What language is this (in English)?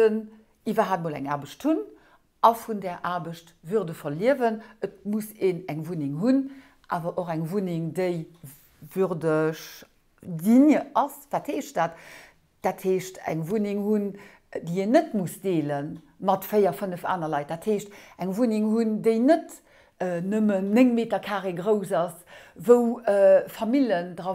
Luxembourgish